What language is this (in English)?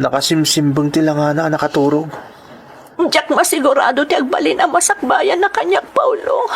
Iloko